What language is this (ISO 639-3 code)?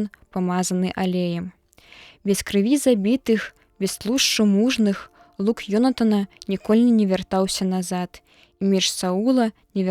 bel